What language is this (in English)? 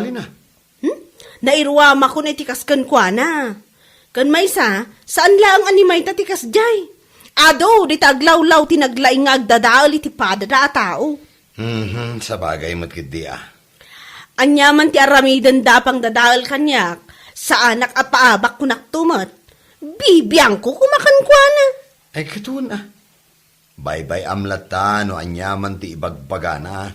Iloko